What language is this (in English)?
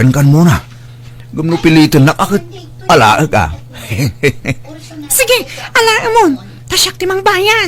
Iloko